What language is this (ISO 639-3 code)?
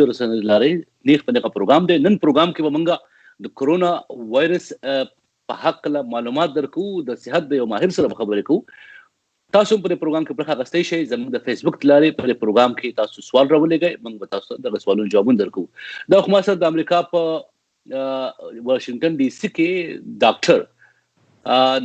pus